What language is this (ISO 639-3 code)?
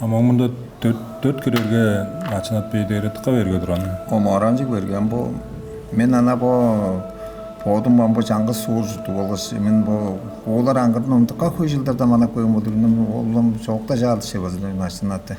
tyv